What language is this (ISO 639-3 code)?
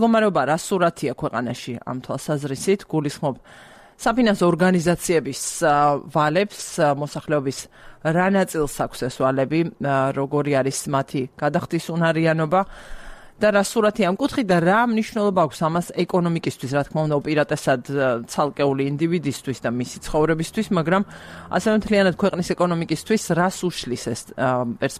kat